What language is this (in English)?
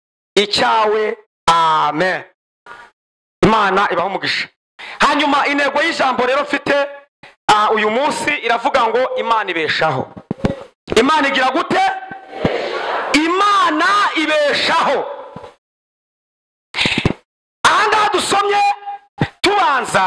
Kinyarwanda